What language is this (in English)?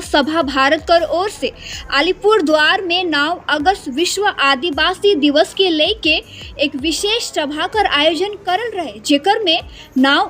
Sadri